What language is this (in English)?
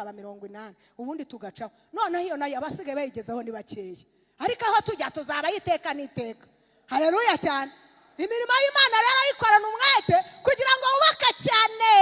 Kinyarwanda